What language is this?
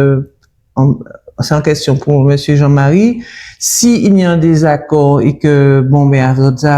Guadeloupean Creole French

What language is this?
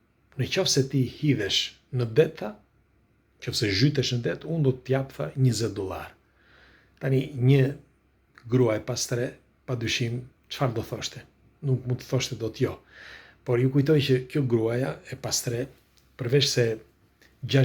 Albanian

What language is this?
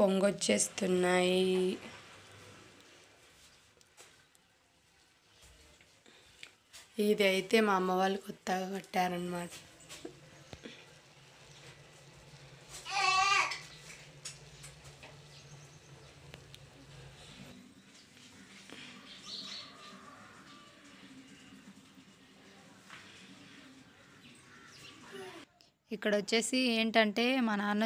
Telugu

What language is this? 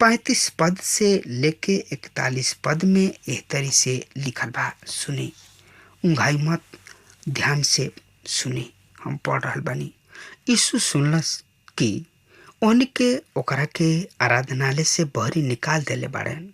Bhojpuri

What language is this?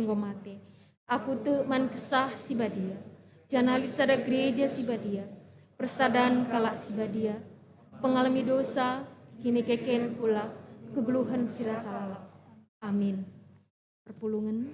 Batak Karo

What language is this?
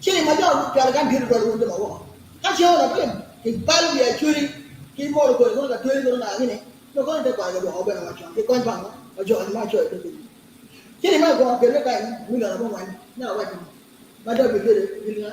Acoli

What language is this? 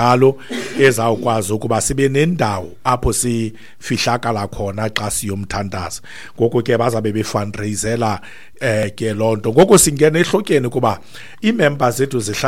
Xhosa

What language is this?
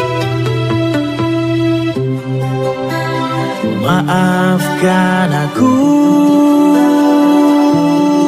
Indonesian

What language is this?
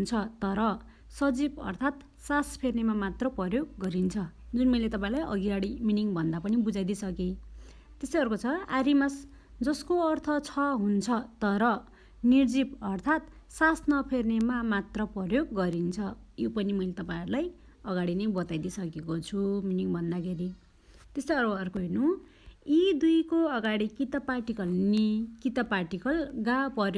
Nepali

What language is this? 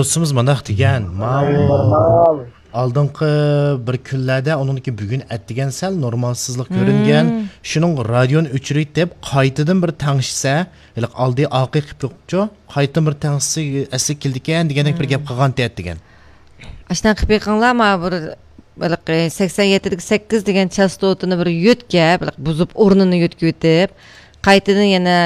Uyghur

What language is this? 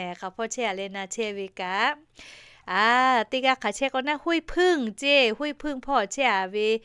Lahu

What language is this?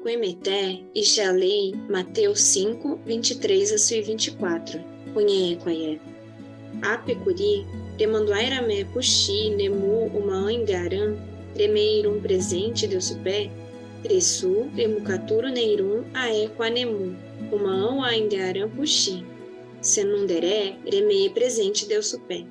Nheengatu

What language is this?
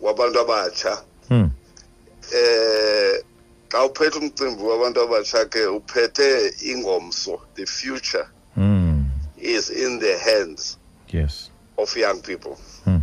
Xhosa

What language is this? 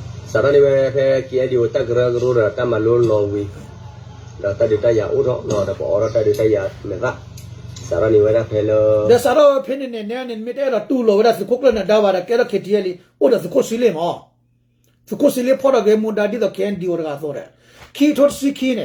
S'gaw Karen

